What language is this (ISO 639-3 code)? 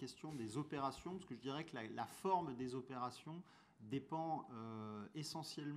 fra